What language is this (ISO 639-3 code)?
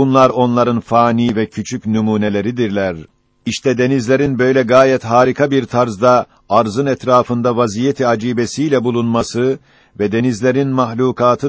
tur